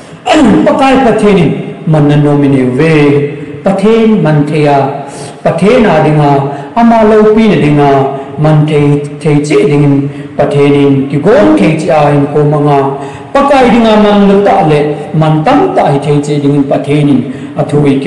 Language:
Thado Chin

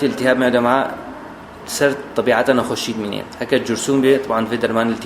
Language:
Kurdish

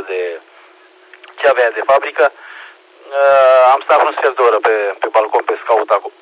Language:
Romanian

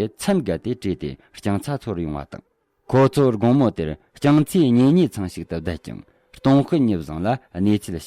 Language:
Tibetan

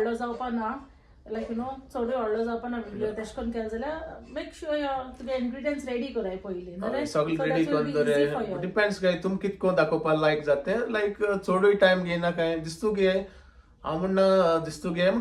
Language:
Konkani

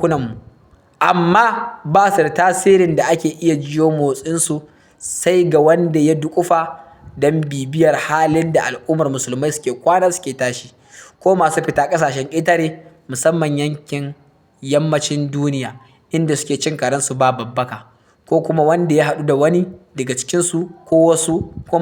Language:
Hausa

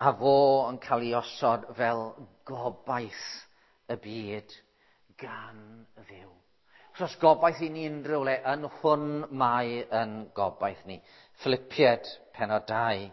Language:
Welsh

